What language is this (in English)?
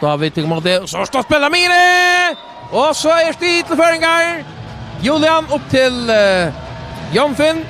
Faroese